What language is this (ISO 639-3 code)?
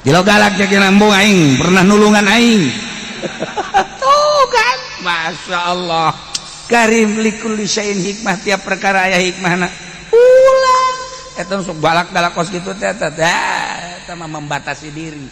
sun